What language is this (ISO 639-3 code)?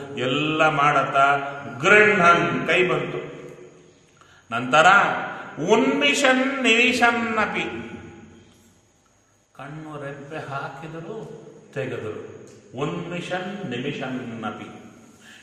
kan